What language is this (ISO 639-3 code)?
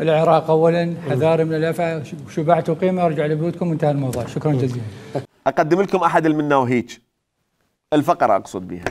acm